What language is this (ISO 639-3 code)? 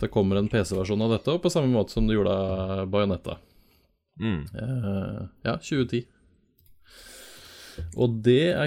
nor